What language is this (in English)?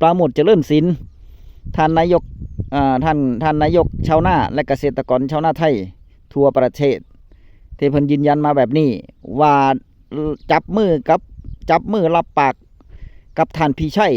Northeastern Thai